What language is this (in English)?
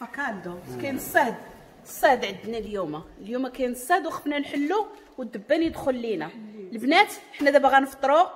Moroccan Arabic